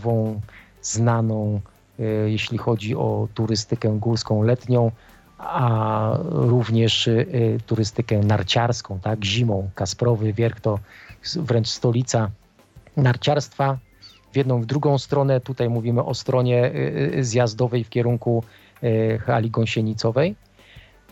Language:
Polish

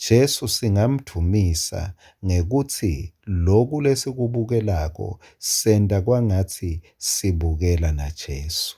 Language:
Swati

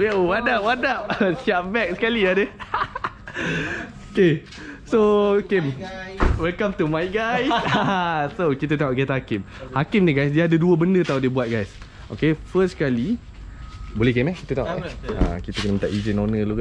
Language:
Malay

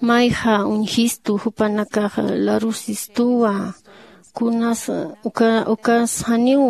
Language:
Aymara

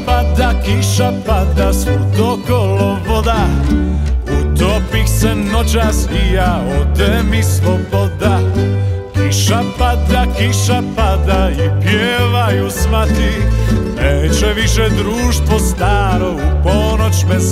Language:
Serbian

